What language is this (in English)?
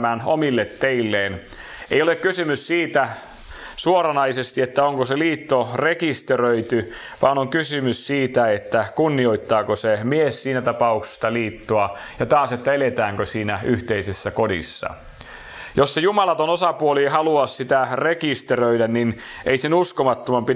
Finnish